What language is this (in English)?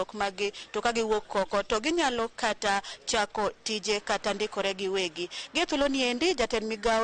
Luo (Kenya and Tanzania)